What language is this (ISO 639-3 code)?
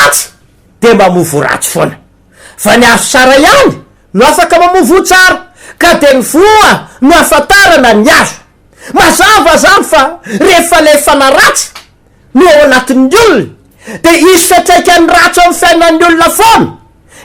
mlg